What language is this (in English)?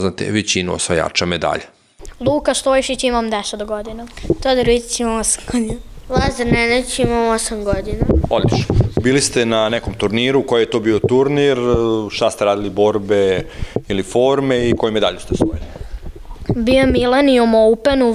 Serbian